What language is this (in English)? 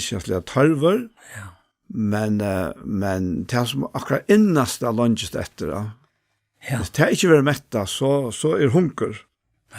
Faroese